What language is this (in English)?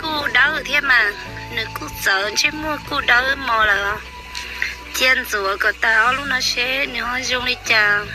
Hmong